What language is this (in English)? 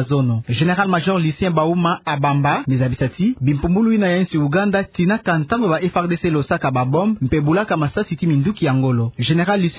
Kituba (Democratic Republic of Congo)